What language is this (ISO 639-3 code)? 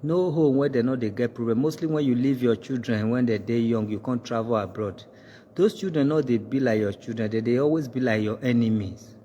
pcm